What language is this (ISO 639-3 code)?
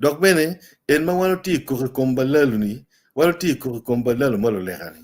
ach